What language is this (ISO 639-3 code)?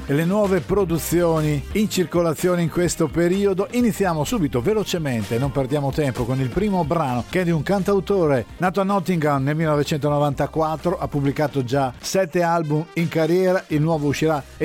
ita